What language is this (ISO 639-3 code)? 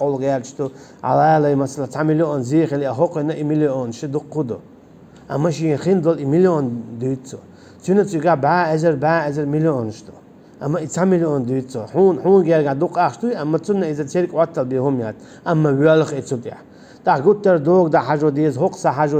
che